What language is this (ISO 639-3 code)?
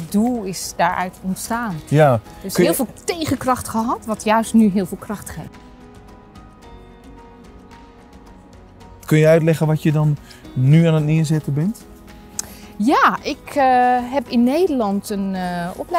nld